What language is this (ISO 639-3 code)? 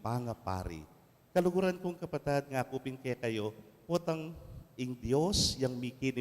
pam